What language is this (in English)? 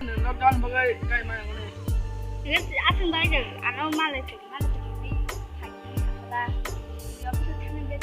Kok Borok